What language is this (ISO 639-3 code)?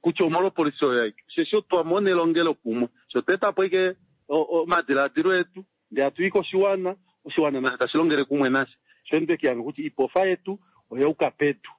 kua